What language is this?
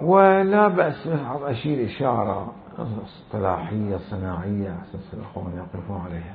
Mesopotamian Arabic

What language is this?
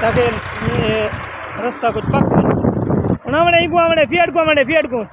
Saraiki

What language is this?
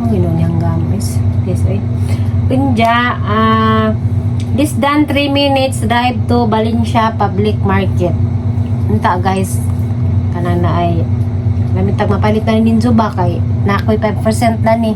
Cebuano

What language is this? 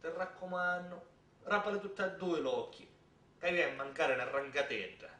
Sicilian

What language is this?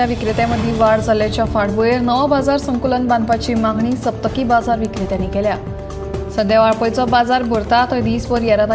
Konkani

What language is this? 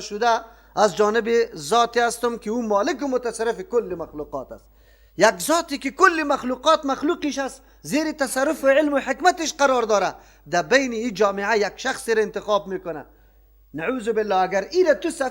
Persian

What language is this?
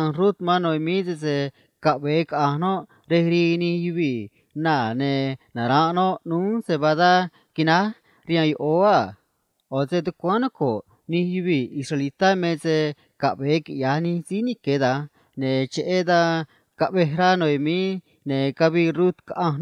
Copala Triqui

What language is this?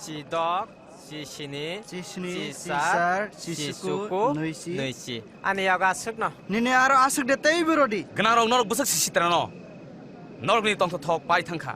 Kok Borok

